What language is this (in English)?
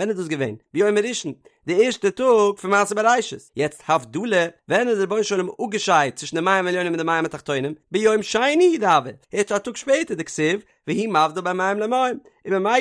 Yiddish